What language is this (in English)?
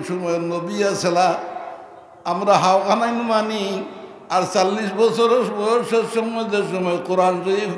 Sylheti